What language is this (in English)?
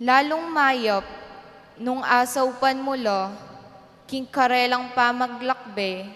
Pampanga